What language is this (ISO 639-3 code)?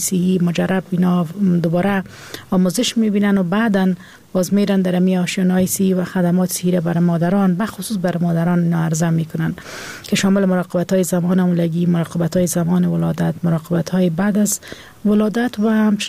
fas